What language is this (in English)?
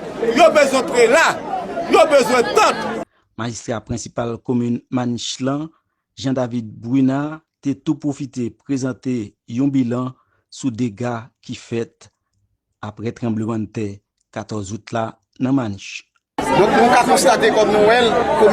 Haitian Creole